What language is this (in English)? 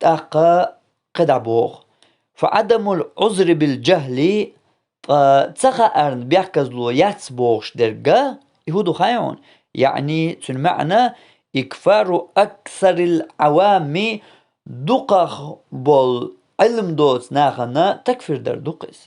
Chechen